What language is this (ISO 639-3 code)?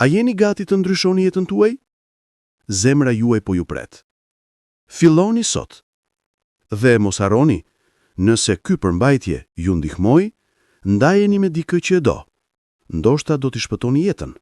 sqi